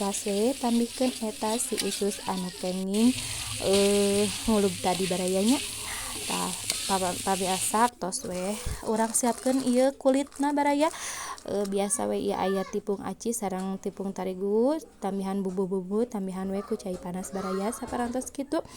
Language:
Sundanese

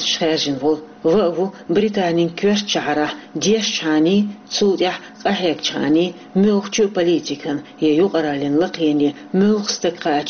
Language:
Chechen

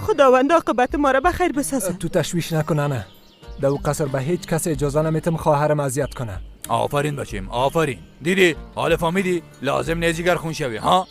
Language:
Persian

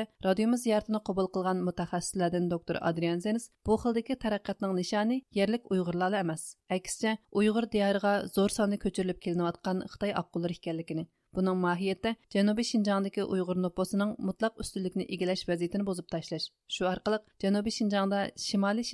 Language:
Uyghur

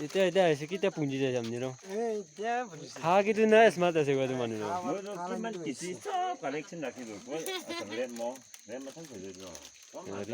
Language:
Naga Pidgin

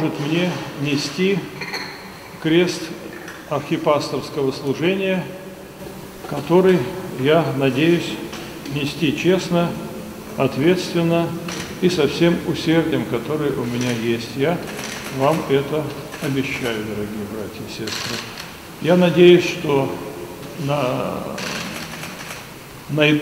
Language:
Russian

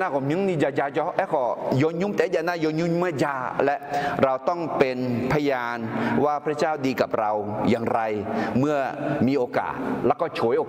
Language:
Akha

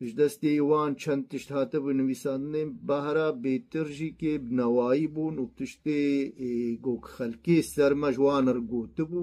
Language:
Kurdish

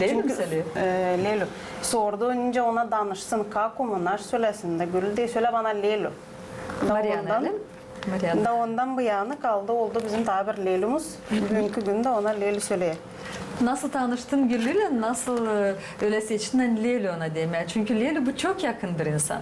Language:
Gagauz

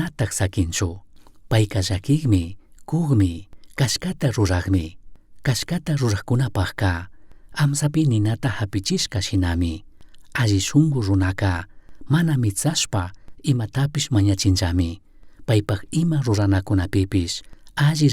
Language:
Chimborazo Highland Quichua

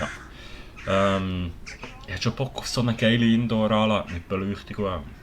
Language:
Swiss German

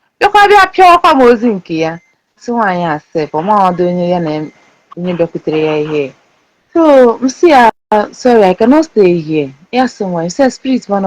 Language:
Igbo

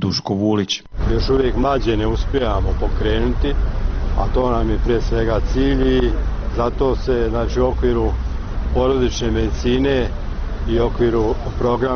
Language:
Bosnian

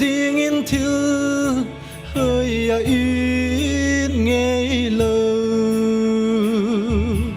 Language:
Paite Chin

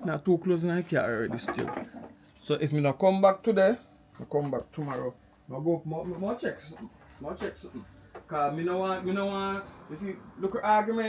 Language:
Jamaican Creole English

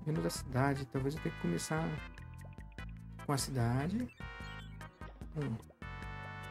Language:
Portuguese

